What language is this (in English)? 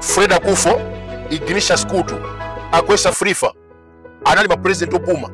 Nyanja